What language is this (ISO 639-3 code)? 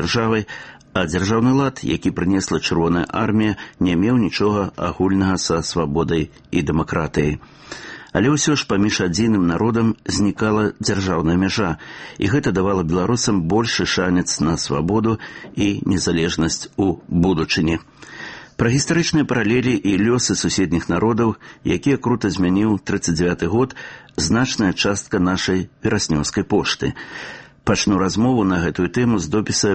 bel